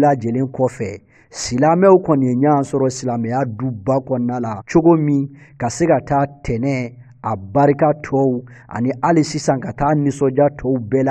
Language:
Bambara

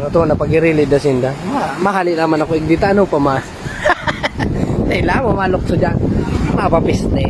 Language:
Bikol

